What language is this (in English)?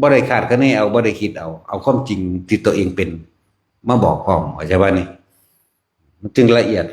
Northeastern Thai